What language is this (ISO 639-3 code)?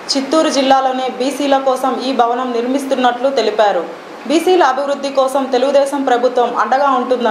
tel